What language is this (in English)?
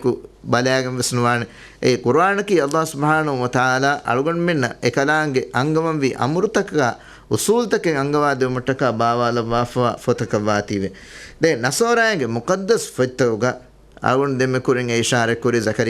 Divehi